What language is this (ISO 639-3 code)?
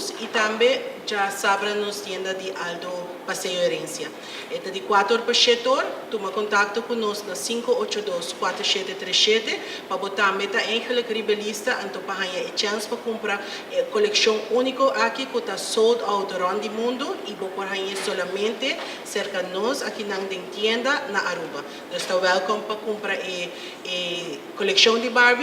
pap